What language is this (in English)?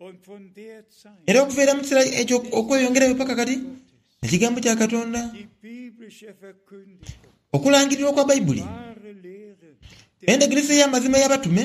Soga